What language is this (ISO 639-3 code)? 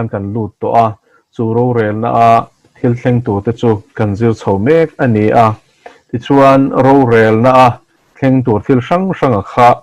lus